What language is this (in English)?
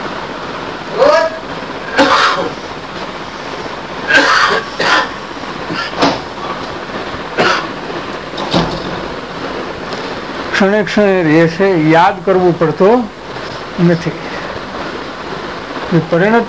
Gujarati